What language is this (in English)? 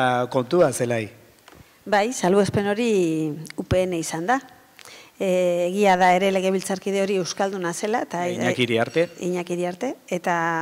Basque